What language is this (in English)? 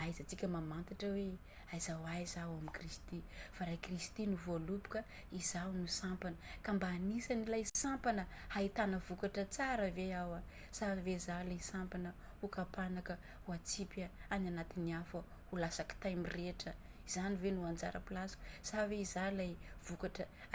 Malagasy